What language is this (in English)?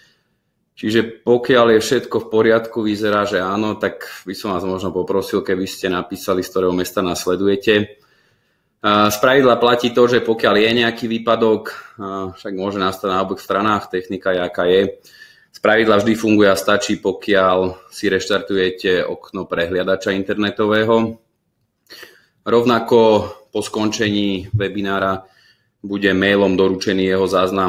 Slovak